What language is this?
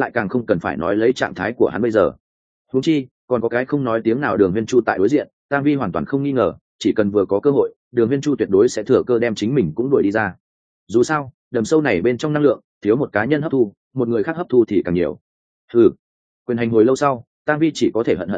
Vietnamese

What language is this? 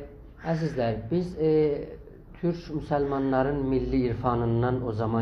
South Azerbaijani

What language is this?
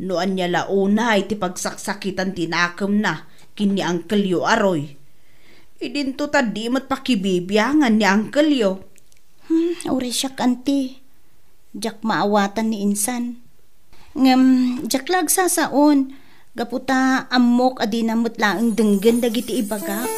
Iloko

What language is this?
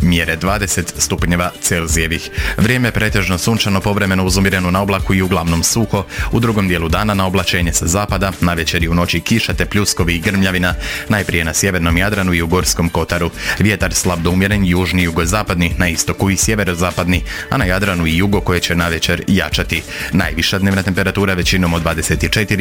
Croatian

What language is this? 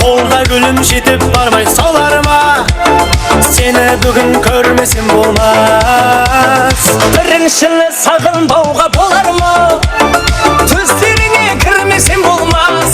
Kara-Kalpak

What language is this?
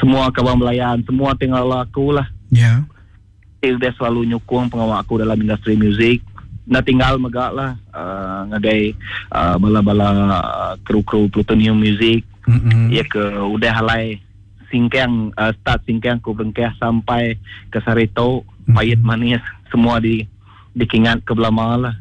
Iban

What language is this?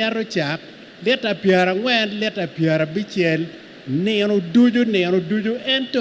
Acoli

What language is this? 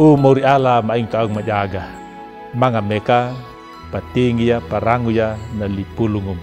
Anakalangu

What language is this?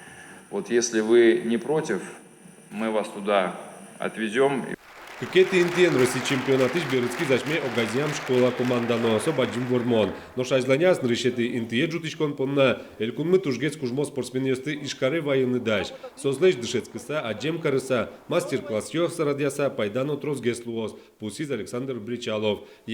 Udmurt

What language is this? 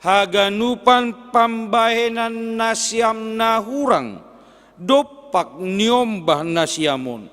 Batak Simalungun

